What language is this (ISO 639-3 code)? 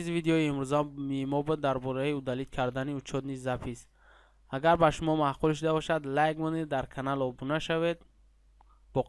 tgk